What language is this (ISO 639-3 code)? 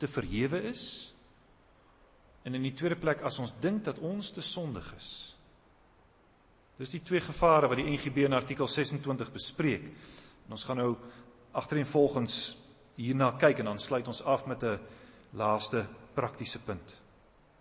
afr